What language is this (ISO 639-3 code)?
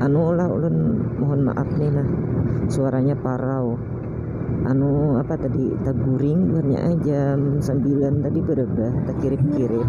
bjn